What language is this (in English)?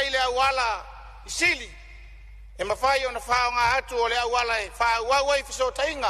Samoan